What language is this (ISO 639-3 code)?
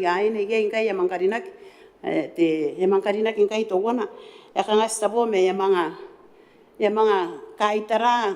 gil